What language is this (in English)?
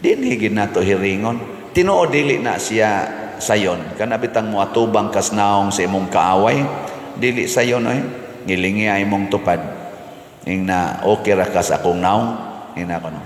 Cebuano